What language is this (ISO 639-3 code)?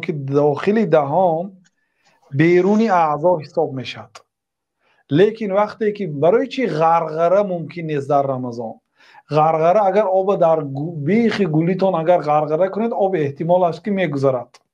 tgk